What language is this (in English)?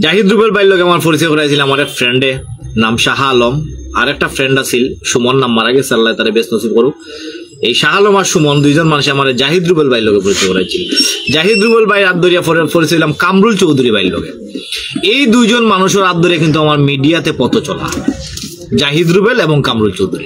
Sylheti